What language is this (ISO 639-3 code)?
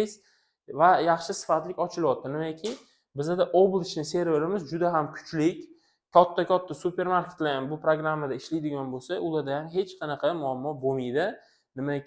uzb